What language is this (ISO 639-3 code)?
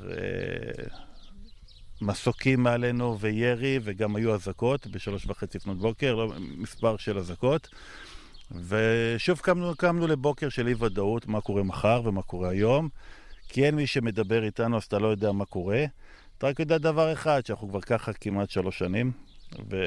heb